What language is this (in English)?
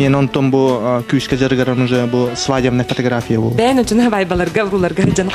Yakut